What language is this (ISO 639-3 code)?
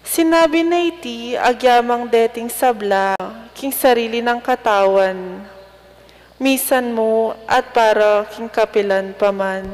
pam